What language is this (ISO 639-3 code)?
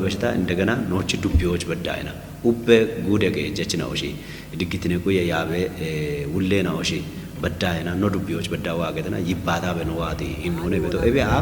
kbr